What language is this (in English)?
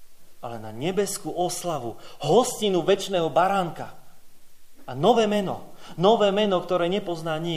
Slovak